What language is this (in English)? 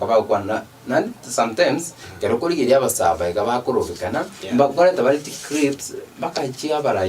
Gusii